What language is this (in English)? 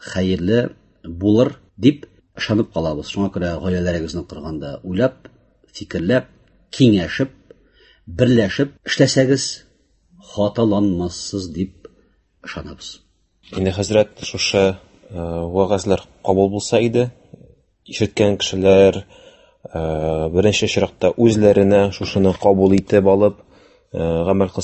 Tatar